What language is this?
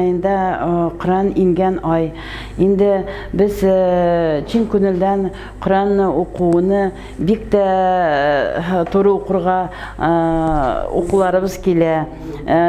Tatar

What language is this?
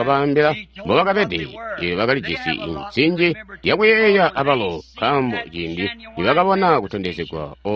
Tonga (Zambia)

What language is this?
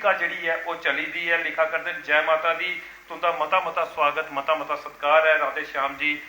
Dogri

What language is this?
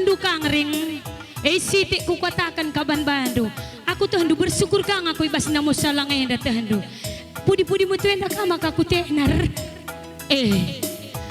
Batak Karo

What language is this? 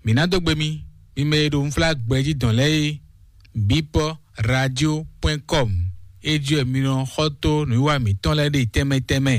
Fon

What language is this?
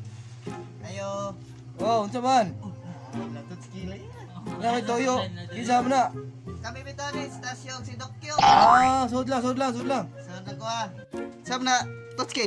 Cebuano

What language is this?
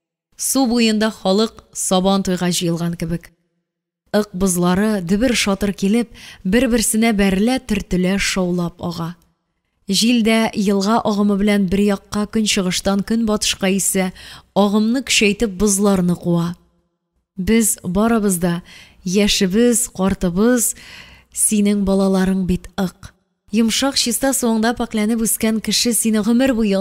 Tatar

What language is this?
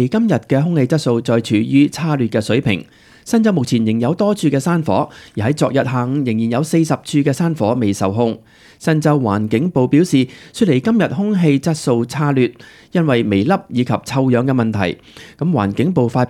Cantonese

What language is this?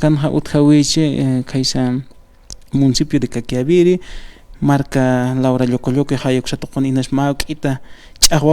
Aymara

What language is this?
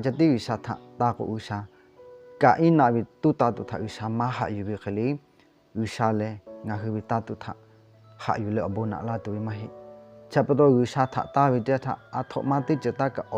Lahu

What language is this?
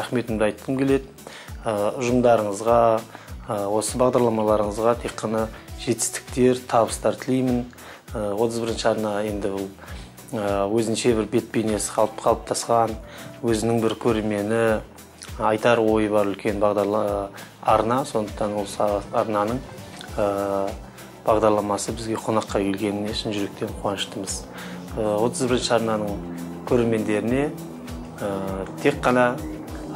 Kazakh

